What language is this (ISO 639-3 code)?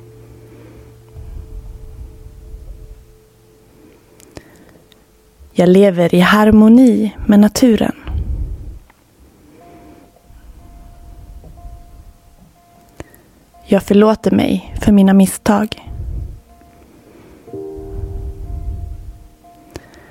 swe